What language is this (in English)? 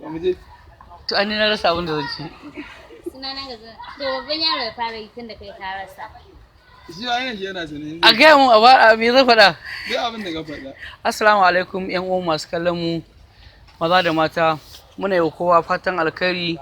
Hausa